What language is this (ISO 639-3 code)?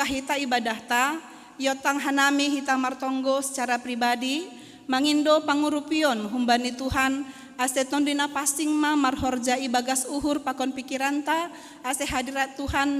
bts